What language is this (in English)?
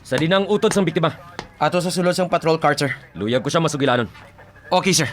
Hiligaynon